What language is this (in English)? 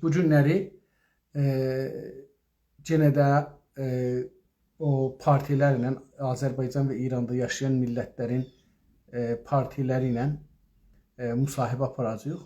South Azerbaijani